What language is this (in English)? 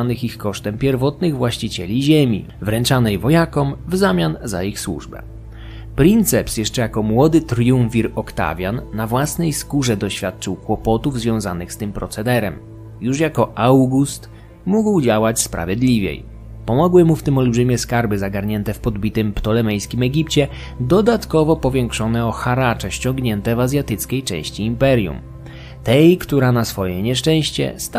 Polish